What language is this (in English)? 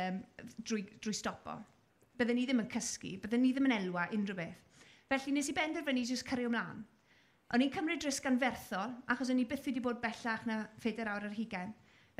Welsh